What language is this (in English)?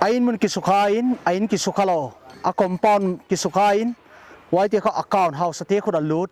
Paite Chin